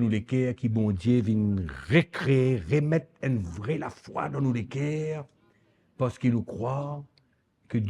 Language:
Morisyen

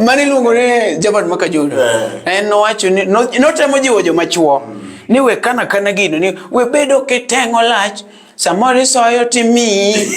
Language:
Luo (Kenya and Tanzania)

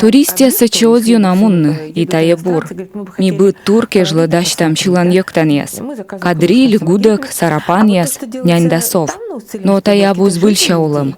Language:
Komi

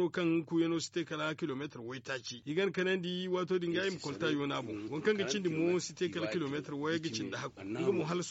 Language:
Zarma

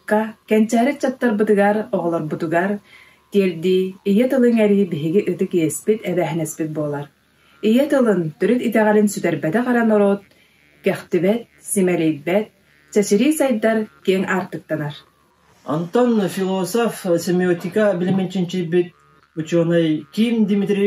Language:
Yakut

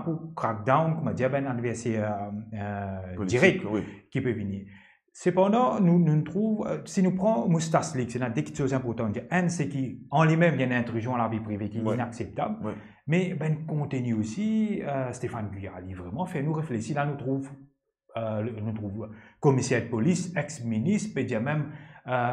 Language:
Morisyen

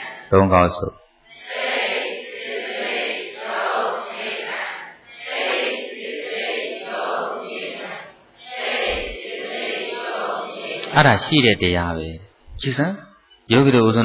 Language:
Burmese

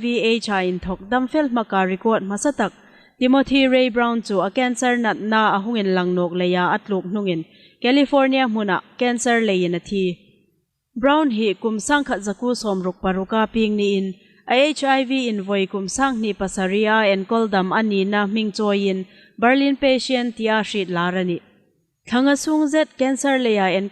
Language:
Hmar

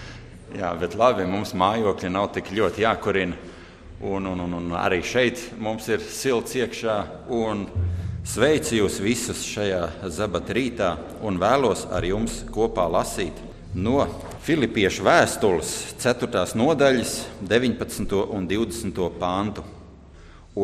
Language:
Latvian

